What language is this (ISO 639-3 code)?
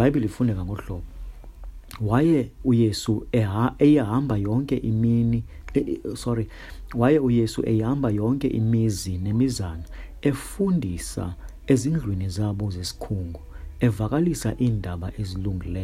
xho